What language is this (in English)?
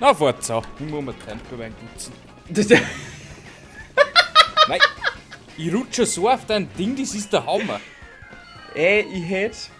Bavarian